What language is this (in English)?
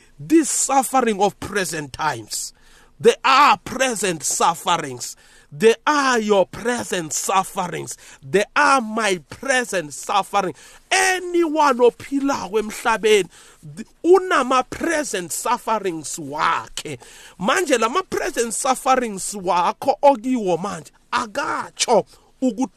South Ndebele